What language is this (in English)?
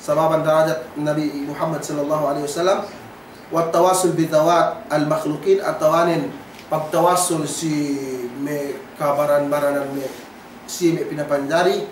Yakan